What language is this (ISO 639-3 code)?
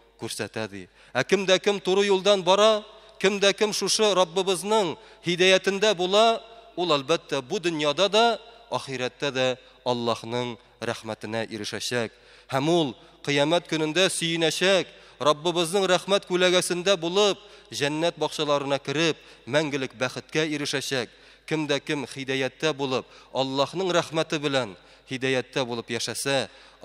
tat